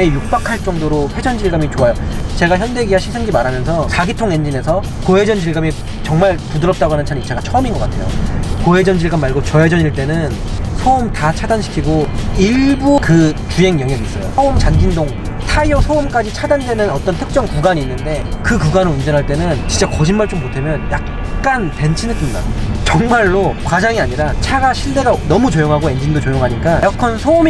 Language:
Korean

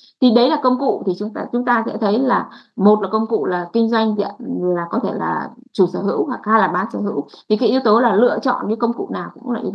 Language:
Vietnamese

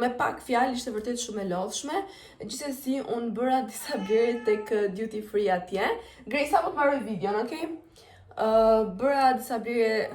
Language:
Albanian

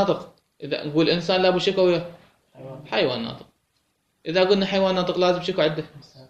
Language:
Mesopotamian Arabic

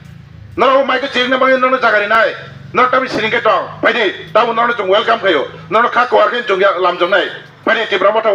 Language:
Kok Borok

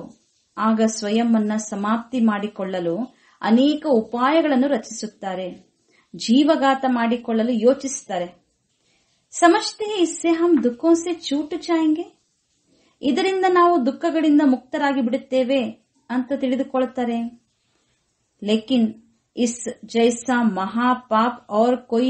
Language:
Kannada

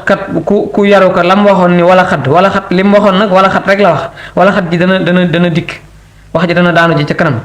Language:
Wolof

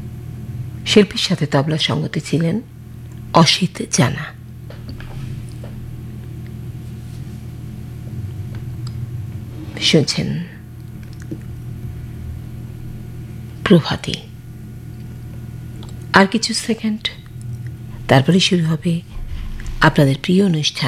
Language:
Bangla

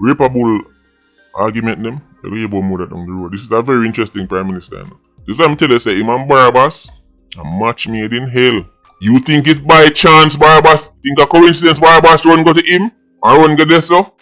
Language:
Jamaican Creole English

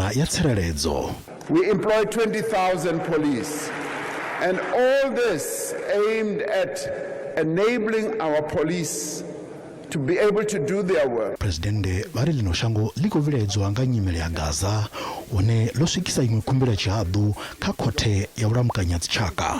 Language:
Venda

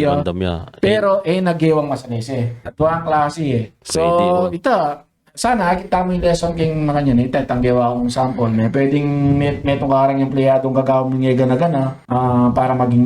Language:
Pampanga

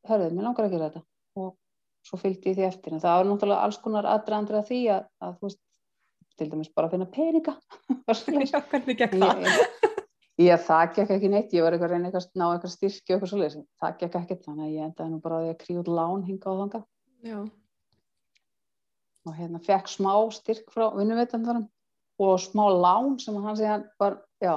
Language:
Icelandic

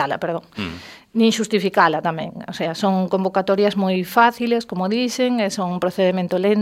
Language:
Galician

